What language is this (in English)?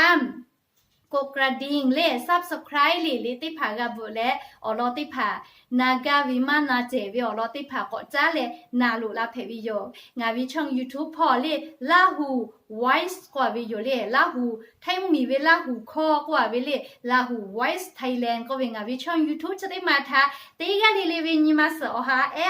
Lahu